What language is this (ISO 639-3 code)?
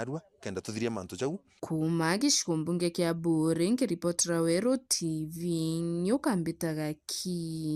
mer